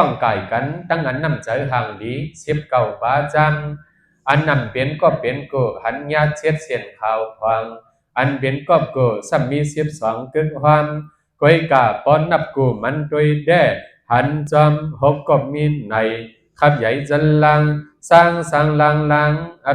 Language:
Shan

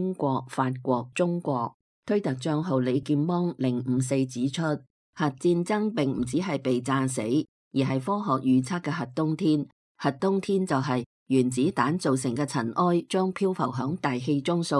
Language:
Cantonese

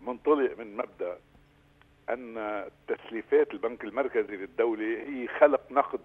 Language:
North Levantine Arabic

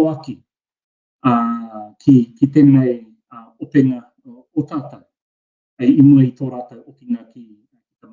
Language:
Māori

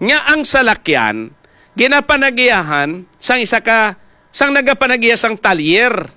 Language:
Hiligaynon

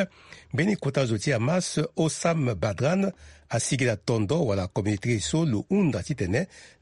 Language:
Sango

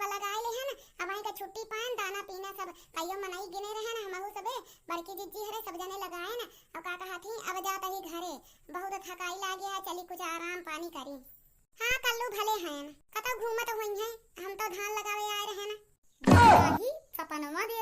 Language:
Awadhi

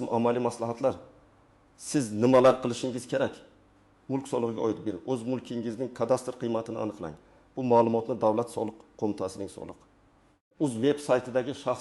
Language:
Uzbek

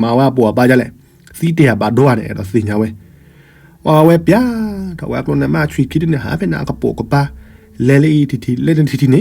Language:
S'gaw Karen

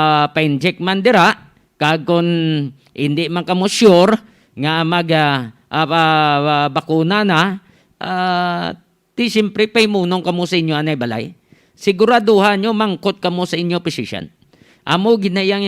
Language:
Hiligaynon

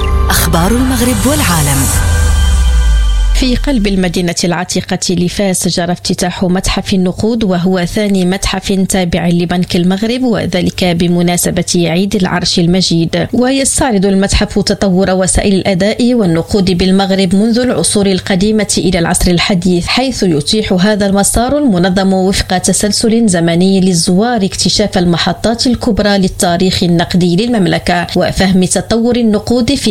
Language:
Arabic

